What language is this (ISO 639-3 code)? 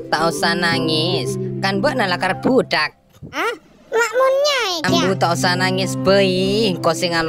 mad